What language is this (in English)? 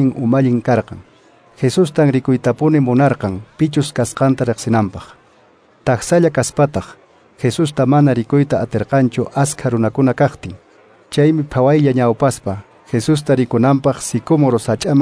Quechua